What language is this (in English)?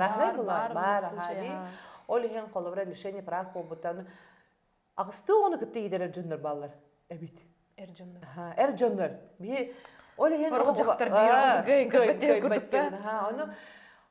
Yakut